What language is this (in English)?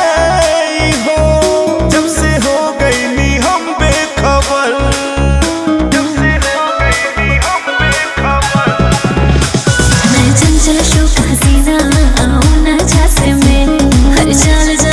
Bhojpuri